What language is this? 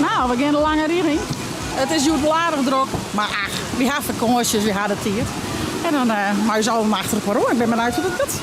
Western Frisian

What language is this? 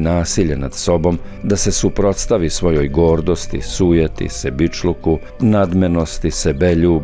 Serbian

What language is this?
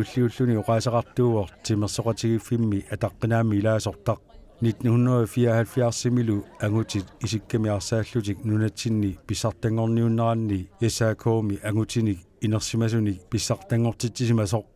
Kalaallisut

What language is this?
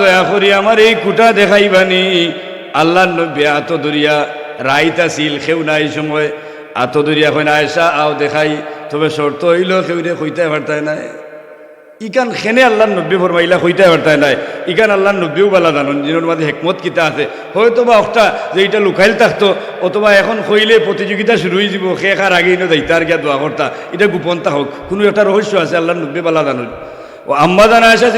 Sylheti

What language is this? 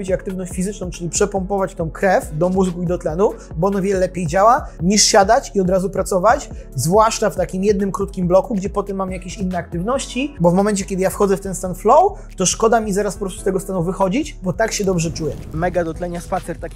Polish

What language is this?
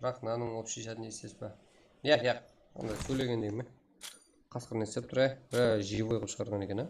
Kara-Kalpak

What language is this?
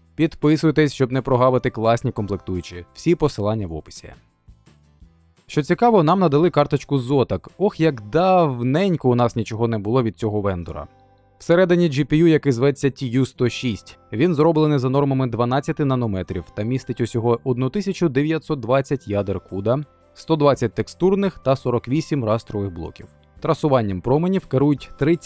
Ukrainian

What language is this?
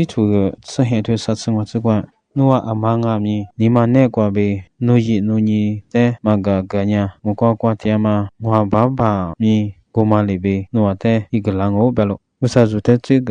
Lisu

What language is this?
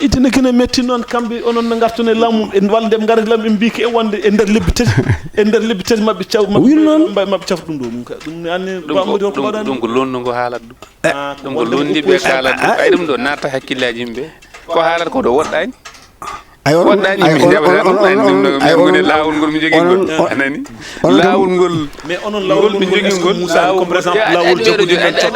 Fula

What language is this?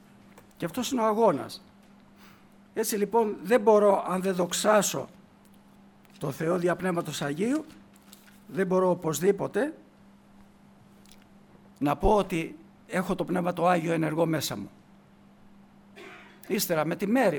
Greek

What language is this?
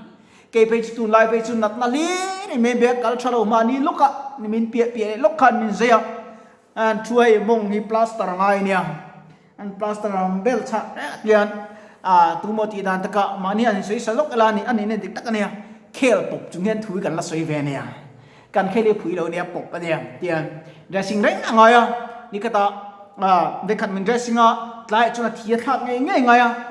Mizo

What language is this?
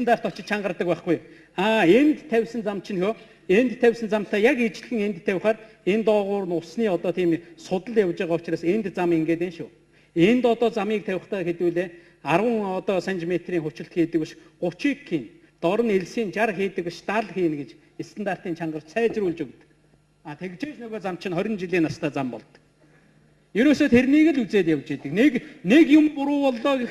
Mongolian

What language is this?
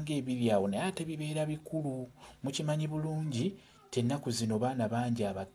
Ganda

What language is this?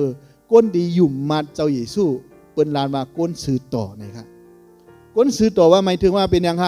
Shan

